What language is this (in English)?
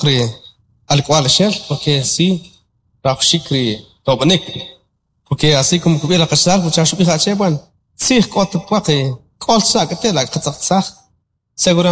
Kʼicheʼ